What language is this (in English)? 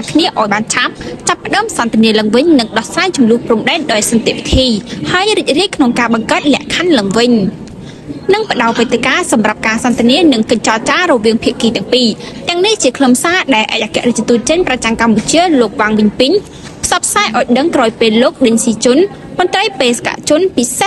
Khmer